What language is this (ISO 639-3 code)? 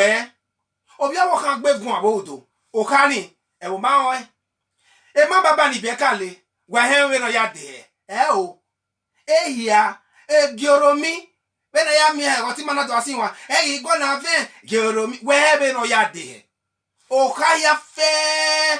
bin